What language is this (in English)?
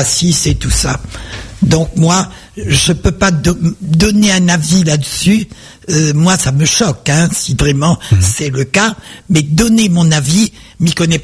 French